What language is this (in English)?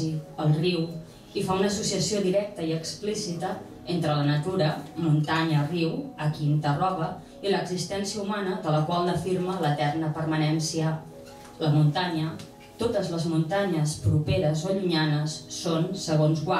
Catalan